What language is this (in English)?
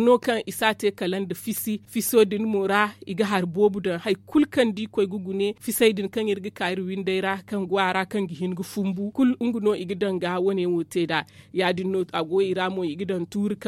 Zarma